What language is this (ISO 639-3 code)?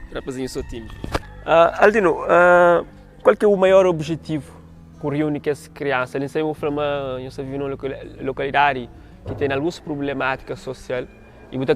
kea